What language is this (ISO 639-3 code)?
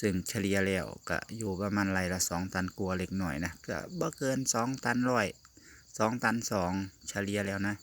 tts